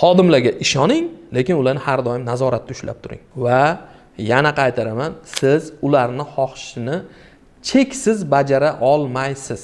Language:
Uzbek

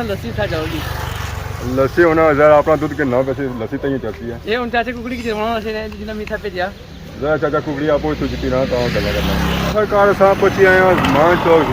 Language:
Pahari-Potwari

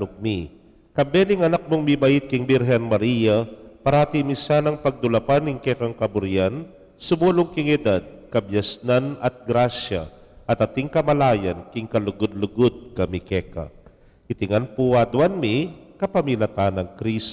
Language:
Pampanga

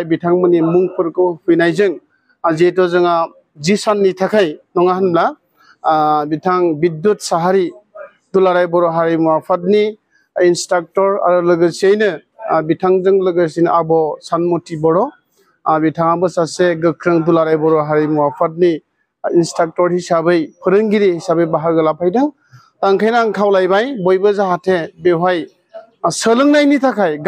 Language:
Bodo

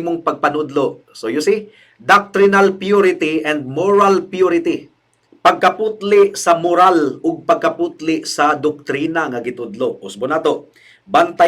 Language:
Cebuano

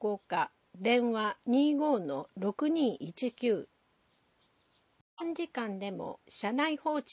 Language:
Japanese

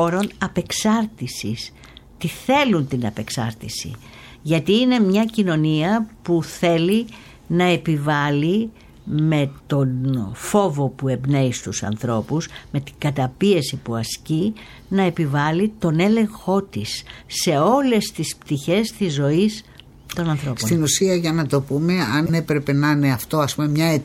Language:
Greek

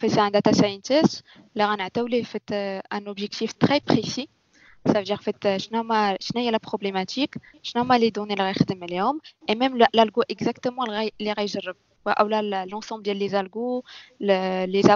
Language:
Moroccan Arabic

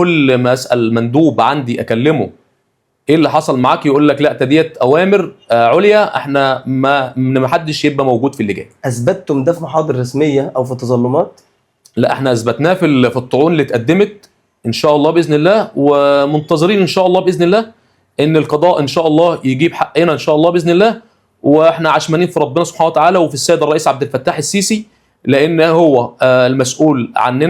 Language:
Egyptian Arabic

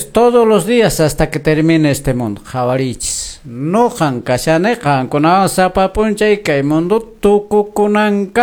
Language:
Quechua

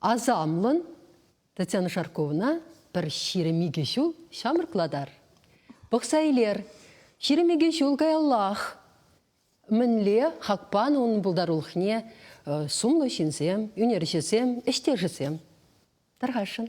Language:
Chuvash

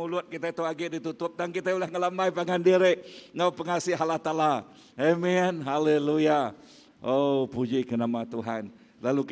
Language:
Iban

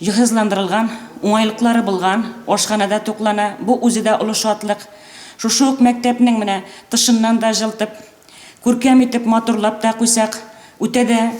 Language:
Tatar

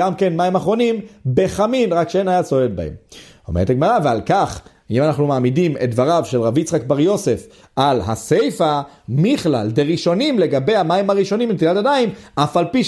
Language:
Hebrew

